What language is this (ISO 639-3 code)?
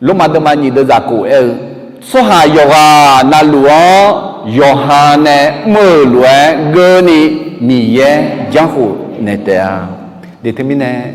ahk